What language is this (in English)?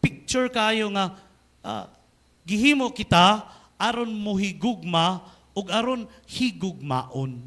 Cebuano